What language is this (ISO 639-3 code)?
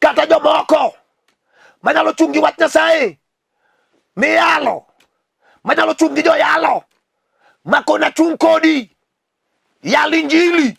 luo